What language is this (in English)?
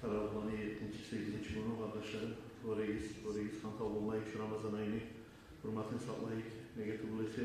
Kumyk